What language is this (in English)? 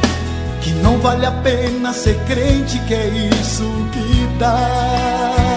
Portuguese